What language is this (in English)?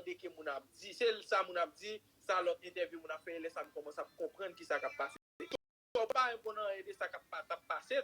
Haitian Creole